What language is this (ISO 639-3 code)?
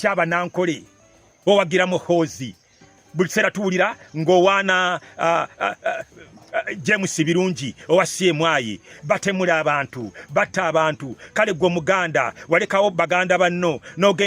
lug